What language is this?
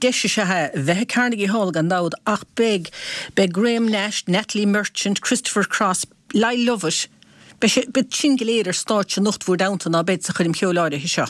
Irish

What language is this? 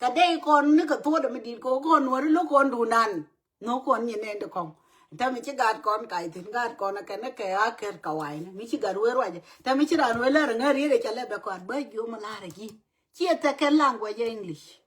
Nuer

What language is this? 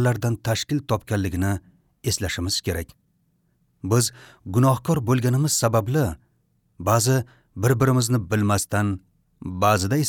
Uzbek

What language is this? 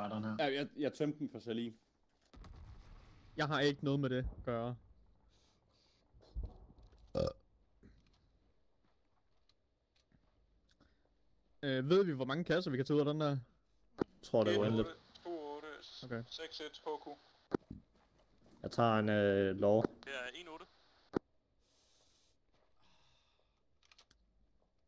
Danish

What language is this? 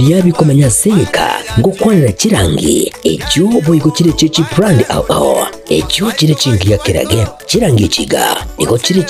Gusii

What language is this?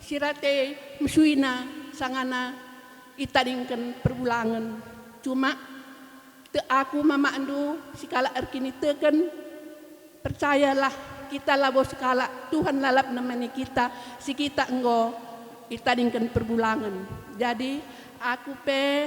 Batak Karo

